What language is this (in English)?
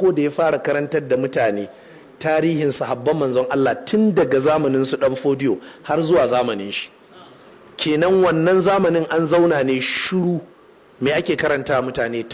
Hausa